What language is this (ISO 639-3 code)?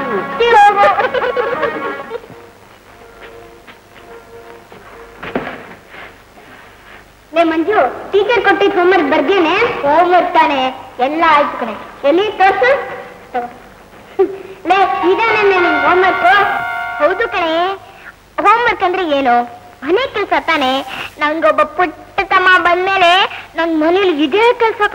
kan